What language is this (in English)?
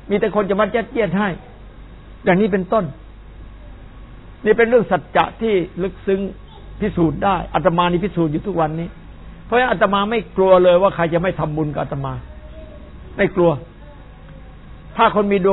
Thai